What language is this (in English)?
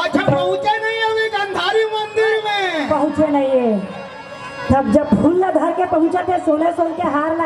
Chhattisgarhi